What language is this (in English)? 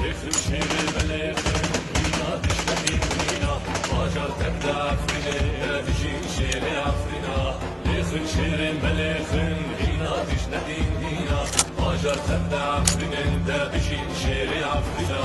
Kurdish